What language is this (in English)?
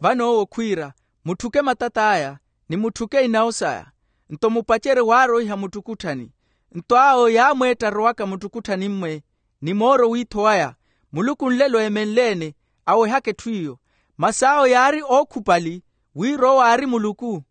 Makhuwa